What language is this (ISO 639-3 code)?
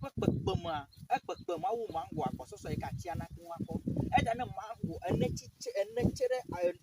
ewe